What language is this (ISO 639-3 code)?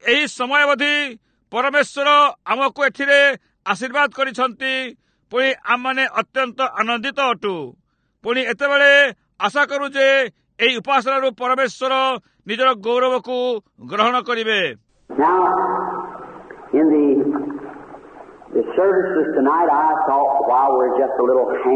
ori